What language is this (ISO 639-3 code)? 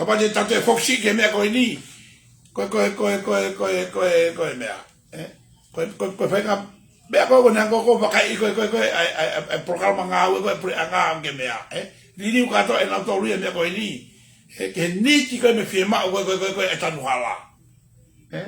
ton